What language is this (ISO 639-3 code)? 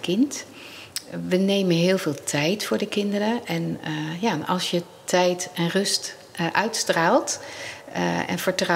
nld